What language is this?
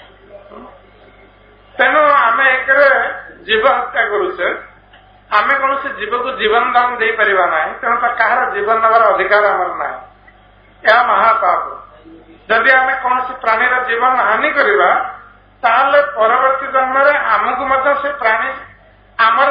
Odia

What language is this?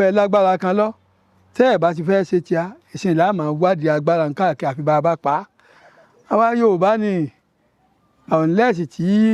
Yoruba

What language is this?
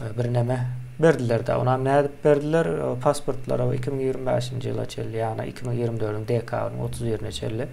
Turkmen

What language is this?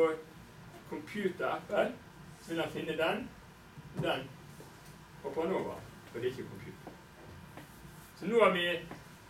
Norwegian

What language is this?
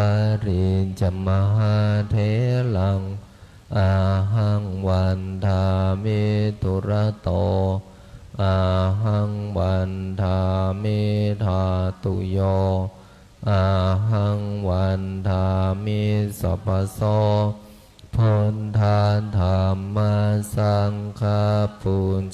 Pali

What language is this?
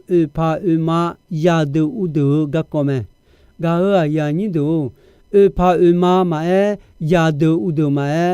Akha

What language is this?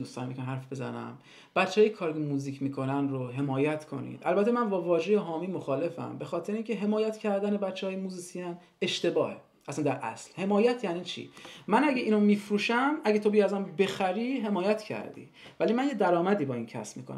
Persian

